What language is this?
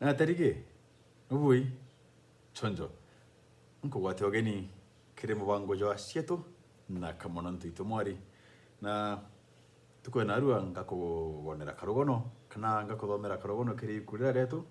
Meru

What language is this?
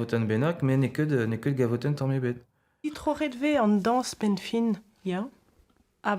Breton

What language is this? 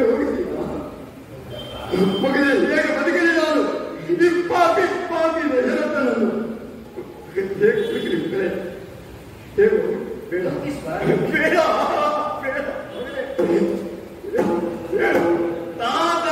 Kannada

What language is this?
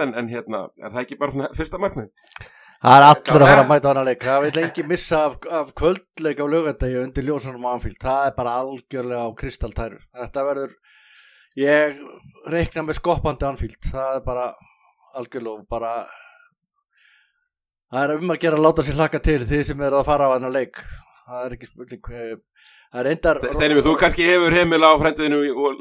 Icelandic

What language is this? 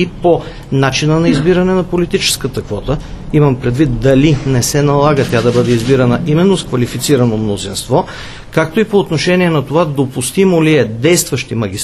Bulgarian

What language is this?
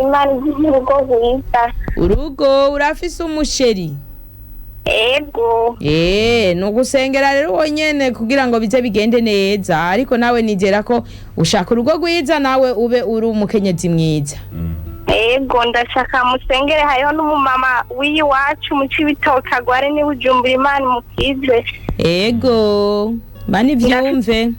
Rundi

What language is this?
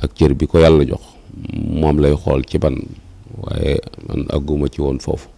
Wolof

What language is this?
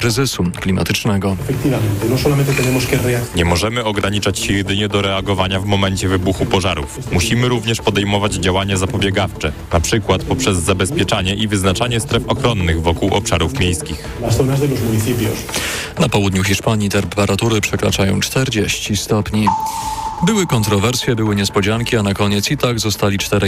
Polish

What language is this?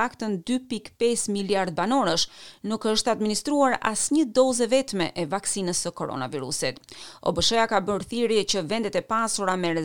Albanian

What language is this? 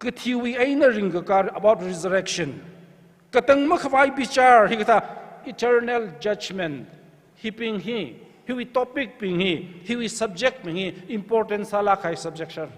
Tangkhul Naga (India)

